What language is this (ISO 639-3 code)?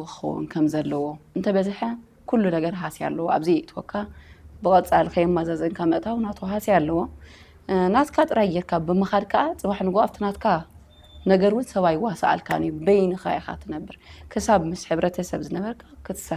tir